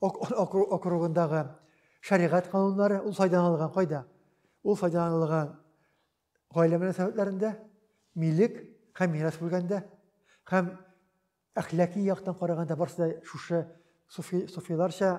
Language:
Tatar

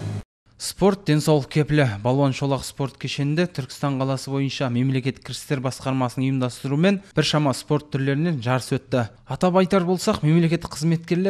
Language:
Kazakh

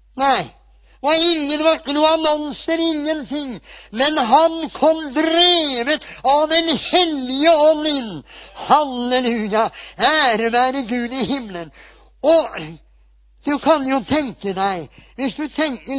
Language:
Norwegian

